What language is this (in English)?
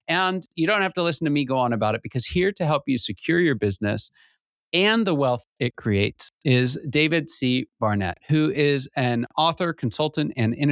English